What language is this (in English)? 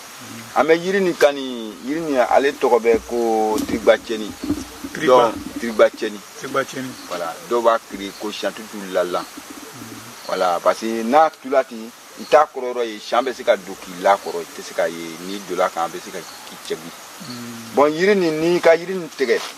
Bambara